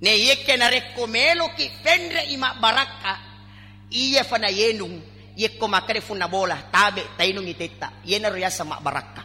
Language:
Buginese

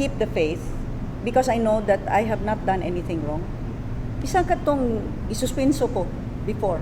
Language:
Cebuano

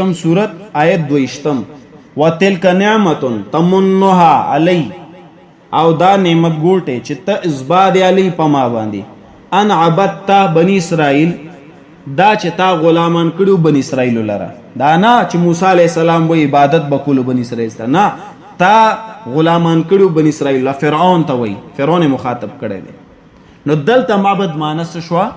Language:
Pashto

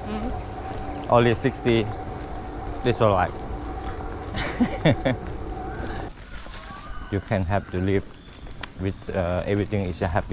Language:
English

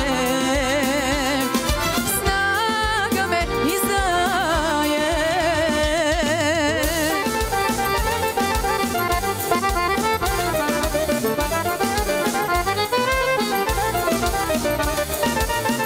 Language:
Serbian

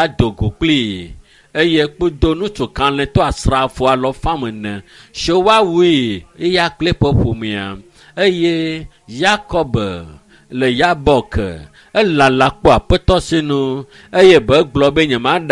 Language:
Ewe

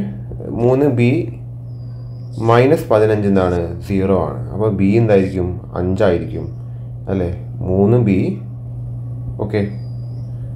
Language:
Malayalam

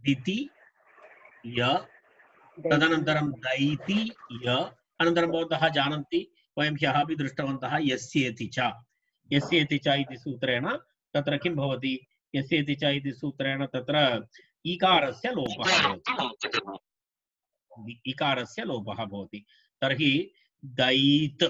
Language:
Sanskrit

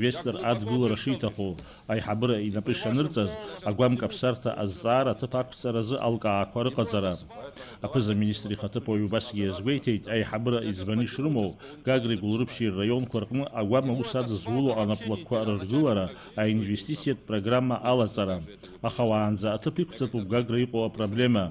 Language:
Abkhazian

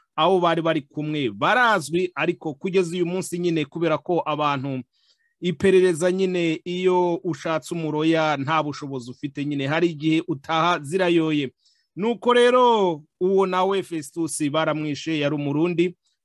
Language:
Kinyarwanda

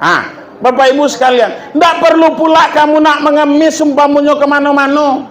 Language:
Minangkabau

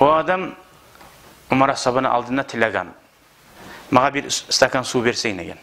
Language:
Kumyk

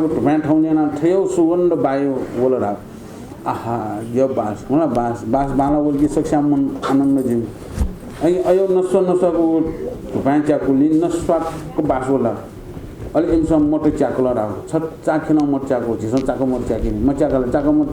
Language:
Newari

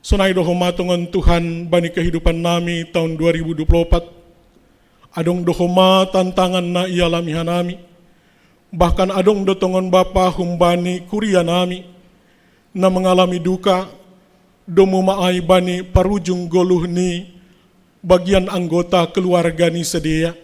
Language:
Batak Simalungun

